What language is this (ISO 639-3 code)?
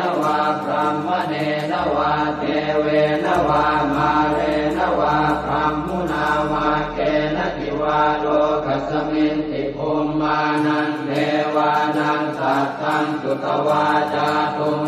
pli